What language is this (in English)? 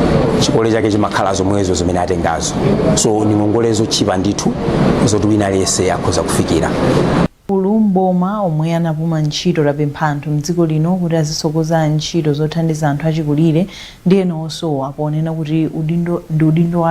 Nyanja